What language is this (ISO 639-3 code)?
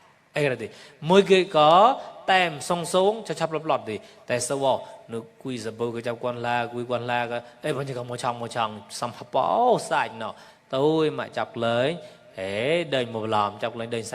mnw